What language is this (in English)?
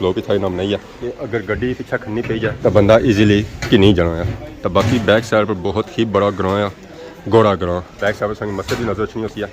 Pahari-Potwari